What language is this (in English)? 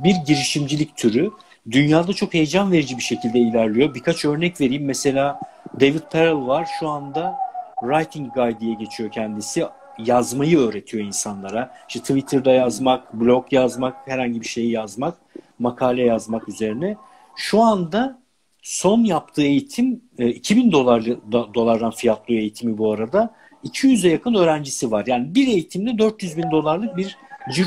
Turkish